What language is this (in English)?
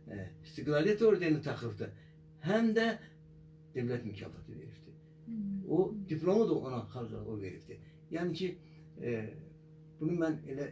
Azerbaijani